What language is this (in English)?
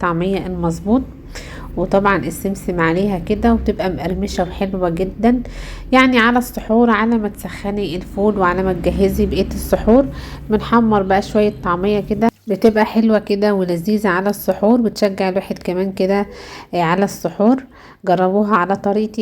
Egyptian Arabic